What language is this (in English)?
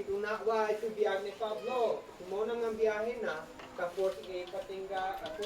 Isnag